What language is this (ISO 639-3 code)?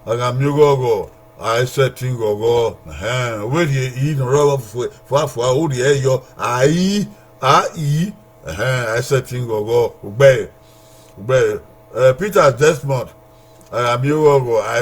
bin